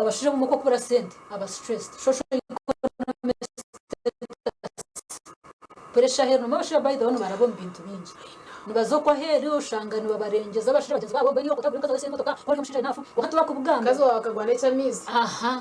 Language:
Nyankole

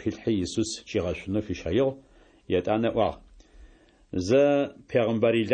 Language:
Adyghe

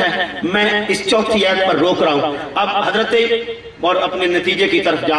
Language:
Urdu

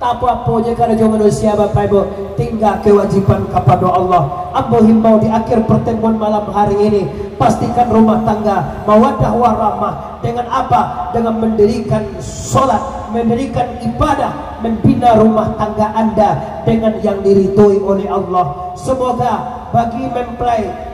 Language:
Minangkabau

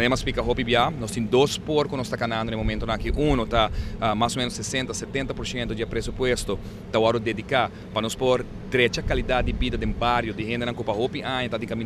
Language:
Papiamento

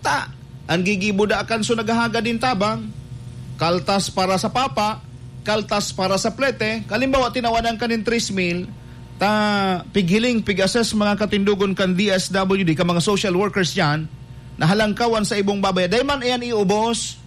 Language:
Bikol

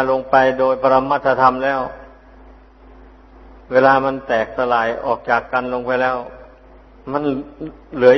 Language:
Thai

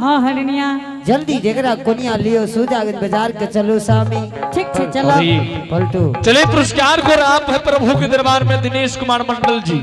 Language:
Angika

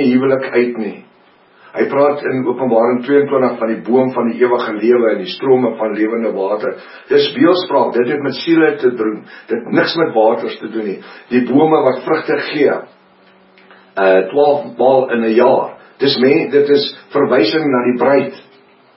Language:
Afrikaans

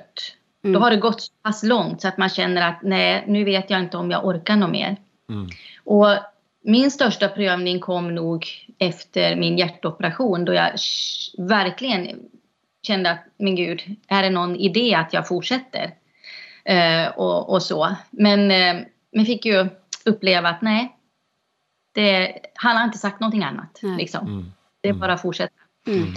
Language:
Swedish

